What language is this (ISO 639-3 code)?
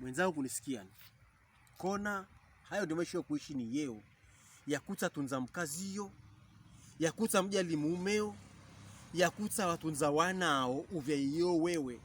pkb